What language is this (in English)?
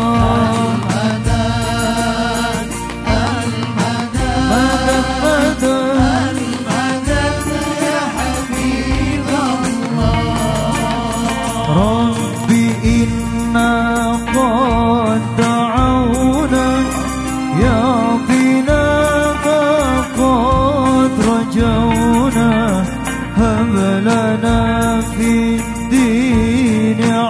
Arabic